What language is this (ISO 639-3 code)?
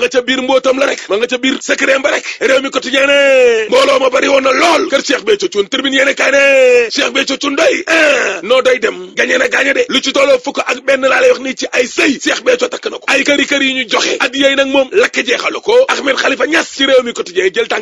wol